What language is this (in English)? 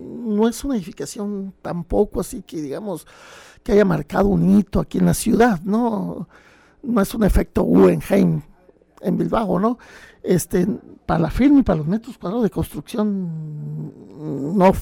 Spanish